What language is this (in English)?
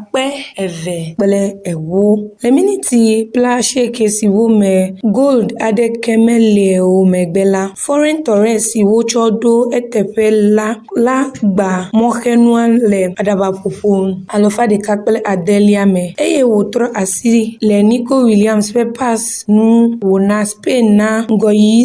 Ewe